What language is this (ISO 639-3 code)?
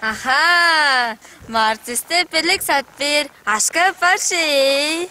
tyv